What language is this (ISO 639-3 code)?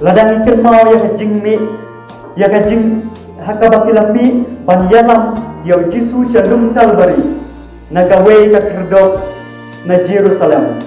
kha